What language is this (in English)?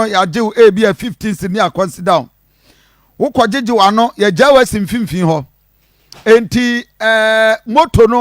Akan